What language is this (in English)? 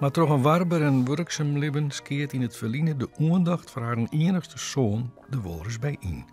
Western Frisian